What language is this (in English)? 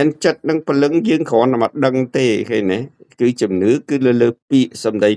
Khmer